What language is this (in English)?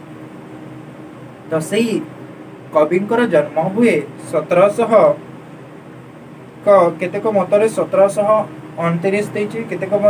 Odia